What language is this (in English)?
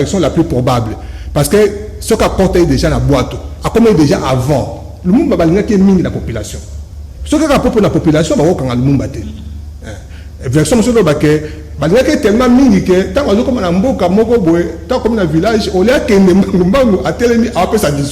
Lingala